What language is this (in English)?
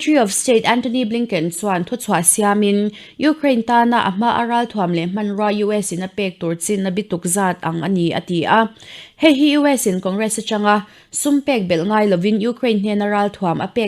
Mizo